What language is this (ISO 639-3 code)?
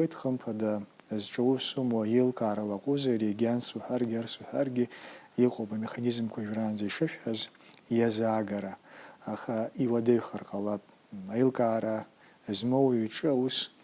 abk